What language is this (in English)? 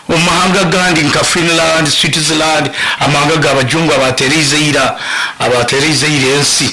Nyoro